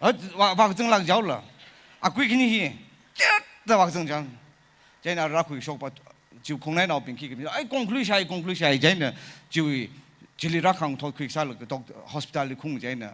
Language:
Tangkhul Naga (India)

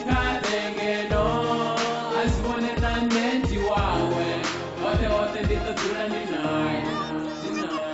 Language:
Venda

